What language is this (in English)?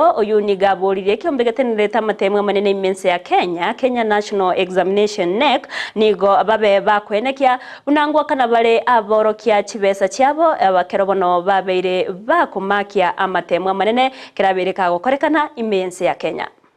Gusii